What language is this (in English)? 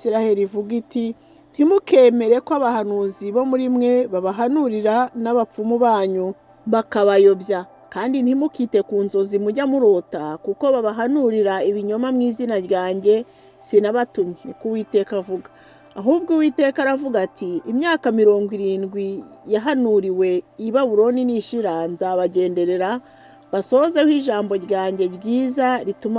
Kinyarwanda